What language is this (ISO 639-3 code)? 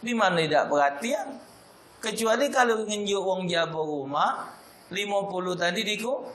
mui